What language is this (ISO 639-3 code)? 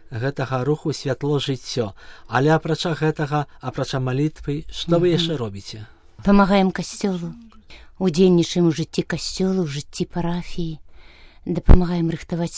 bel